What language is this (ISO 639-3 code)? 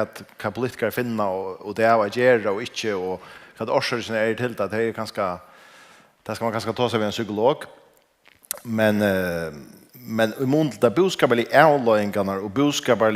fao